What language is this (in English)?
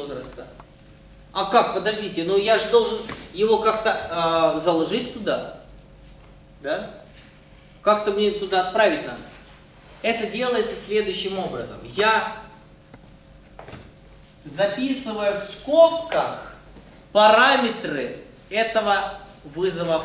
Russian